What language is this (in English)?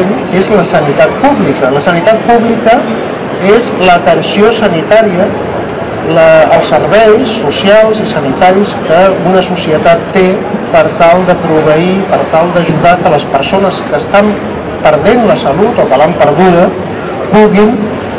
Catalan